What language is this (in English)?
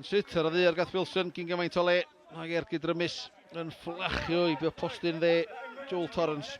Welsh